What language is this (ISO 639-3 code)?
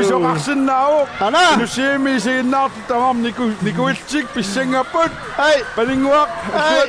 kal